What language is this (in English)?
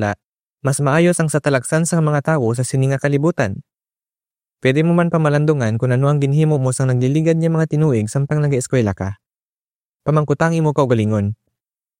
Hiligaynon